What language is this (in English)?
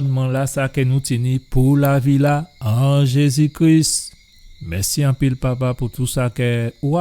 Guadeloupean Creole French